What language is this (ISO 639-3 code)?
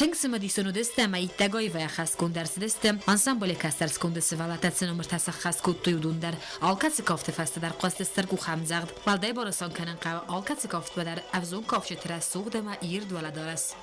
oss